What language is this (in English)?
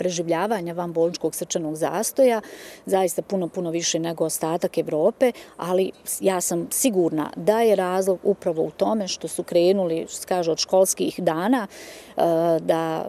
Bosnian